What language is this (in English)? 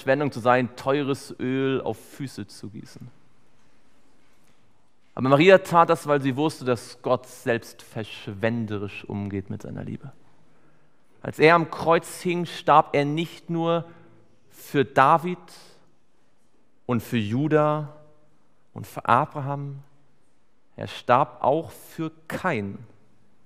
German